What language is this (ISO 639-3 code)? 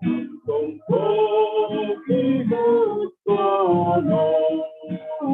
bts